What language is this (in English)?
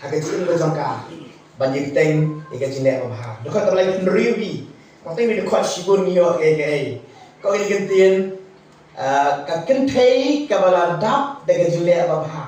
Khasi